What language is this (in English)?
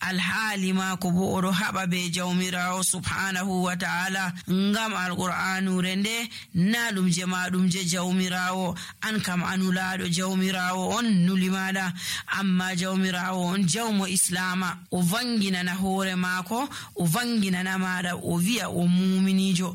Nigerian Fulfulde